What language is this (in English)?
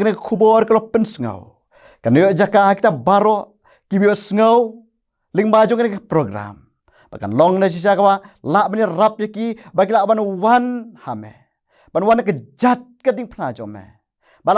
Khasi